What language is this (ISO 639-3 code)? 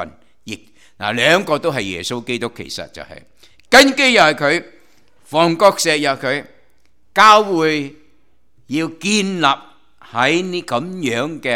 yue